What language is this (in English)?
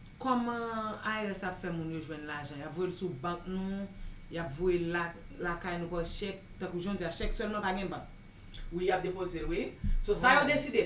Haitian Creole